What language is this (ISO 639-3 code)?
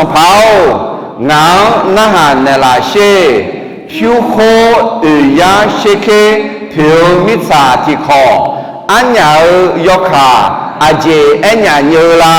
ahk